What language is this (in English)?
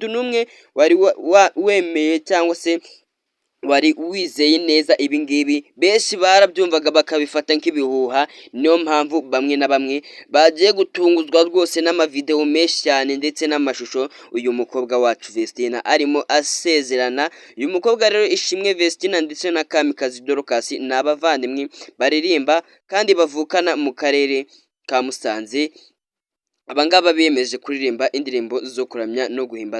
Kinyarwanda